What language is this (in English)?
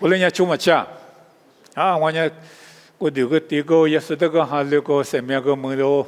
Lisu